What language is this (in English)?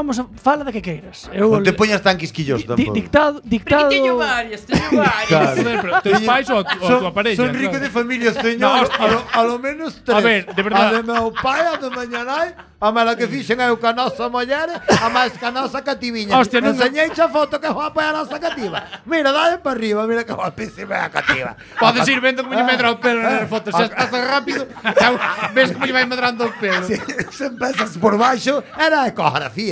Galician